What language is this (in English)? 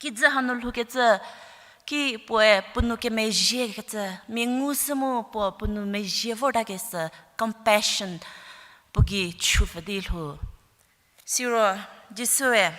Angami Naga